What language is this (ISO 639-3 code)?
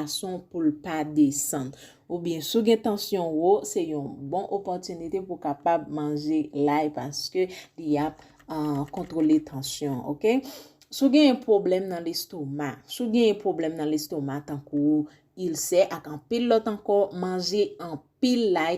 hat